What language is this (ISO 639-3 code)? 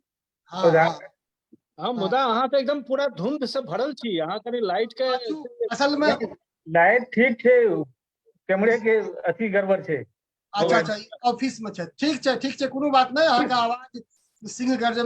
mai